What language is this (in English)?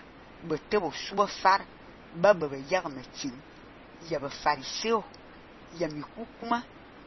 Fang